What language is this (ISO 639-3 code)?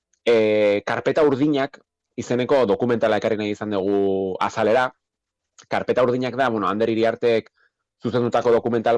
eus